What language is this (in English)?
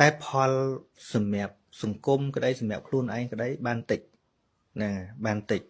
Khmer